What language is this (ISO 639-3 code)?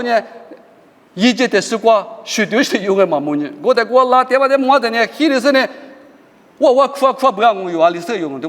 lis